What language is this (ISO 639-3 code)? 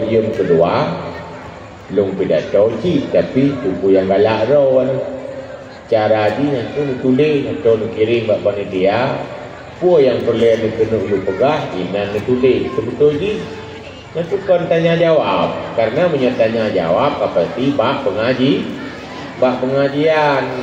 ace